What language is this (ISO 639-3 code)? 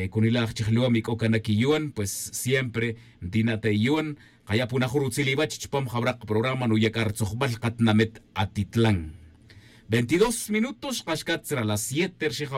tzj